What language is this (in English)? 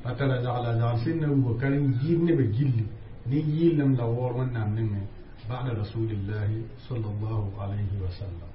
Mossi